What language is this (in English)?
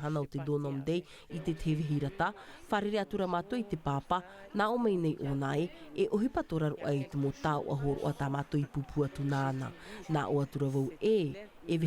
Tahitian